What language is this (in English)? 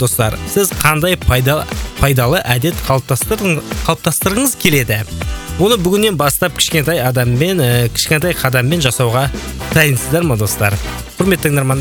Kazakh